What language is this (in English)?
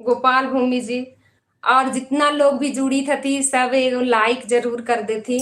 Magahi